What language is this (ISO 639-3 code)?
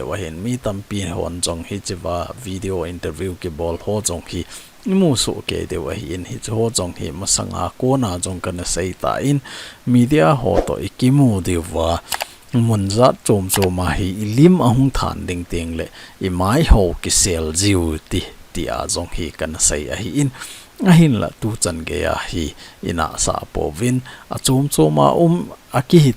tcz